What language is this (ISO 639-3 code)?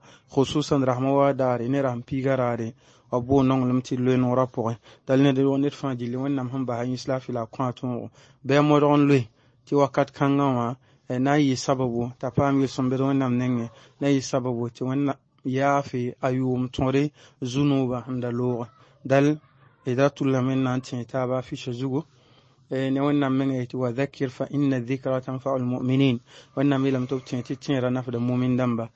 mos